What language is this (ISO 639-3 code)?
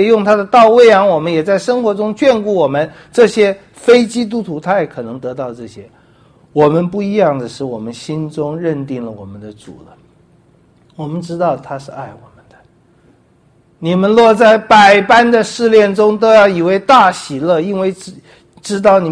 zho